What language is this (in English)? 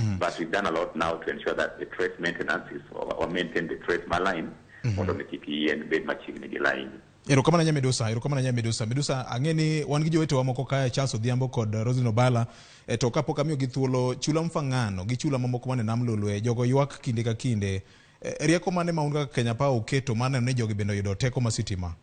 Luo (Kenya and Tanzania)